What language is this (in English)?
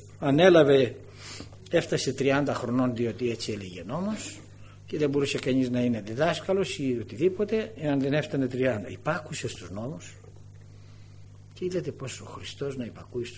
Greek